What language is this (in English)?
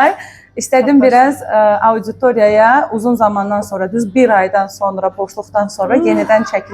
Azerbaijani